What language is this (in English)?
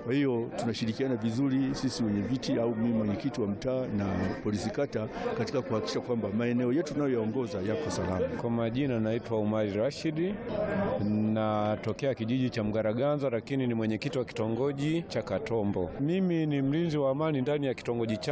Swahili